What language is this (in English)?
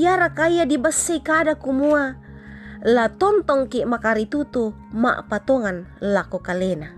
Toraja-Sa'dan